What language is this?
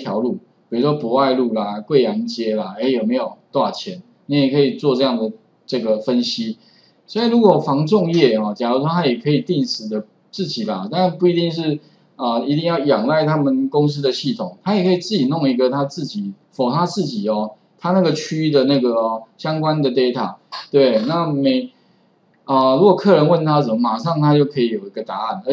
Chinese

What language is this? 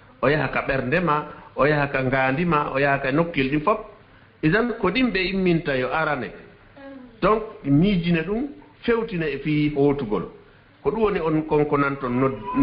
Fula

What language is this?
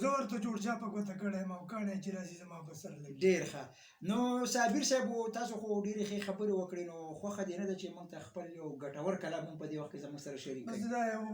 Pashto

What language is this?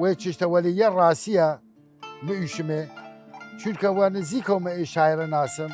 Southern Kurdish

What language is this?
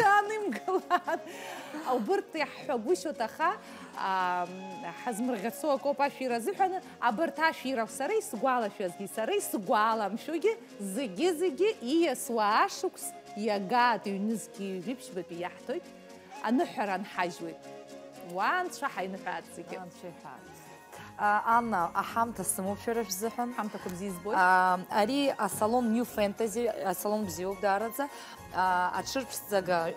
Abkhazian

